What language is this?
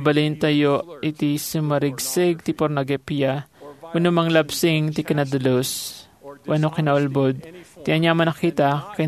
Iloko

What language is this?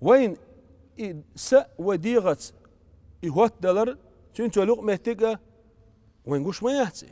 Chechen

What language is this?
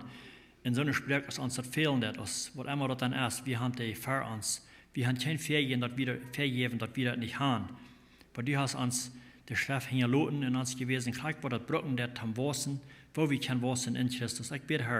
Plautdietsch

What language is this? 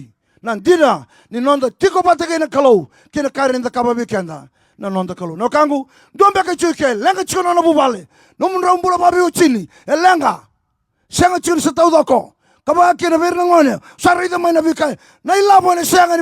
Fijian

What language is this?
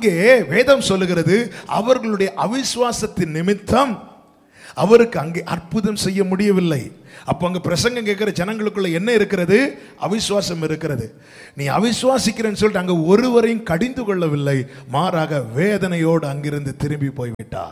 Tamil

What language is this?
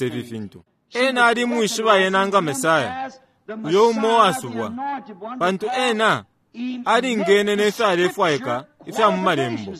Bemba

